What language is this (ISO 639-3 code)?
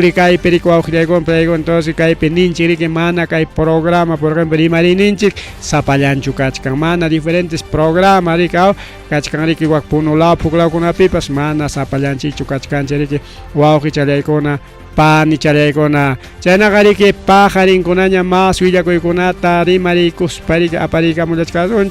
quy